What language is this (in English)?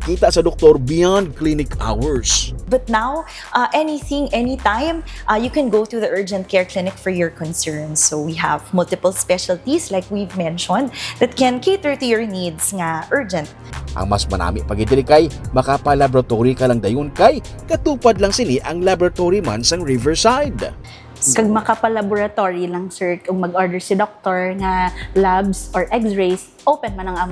Hiligaynon